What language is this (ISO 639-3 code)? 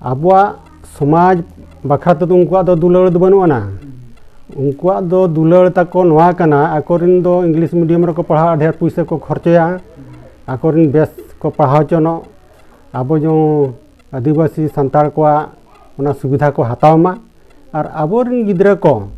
sat